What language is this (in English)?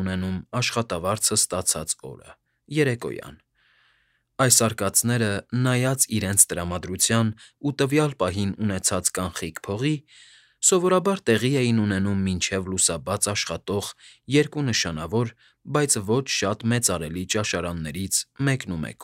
Armenian